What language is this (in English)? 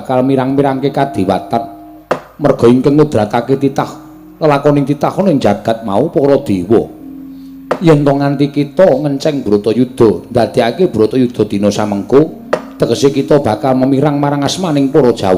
Javanese